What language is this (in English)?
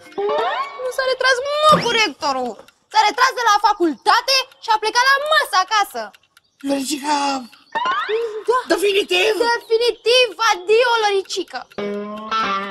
Romanian